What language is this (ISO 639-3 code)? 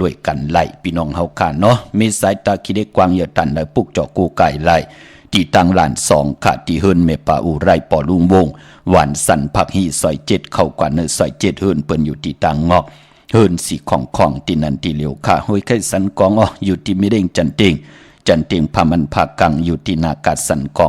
shn